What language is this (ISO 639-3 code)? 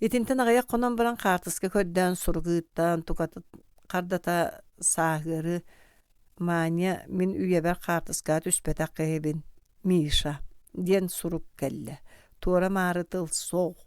sah